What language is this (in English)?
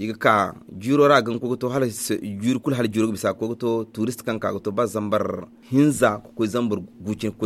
Zarma